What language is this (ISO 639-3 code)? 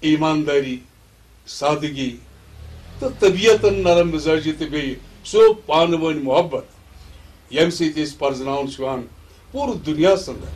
kas